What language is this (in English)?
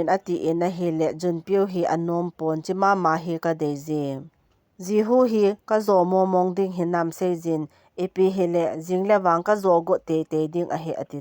Thado Chin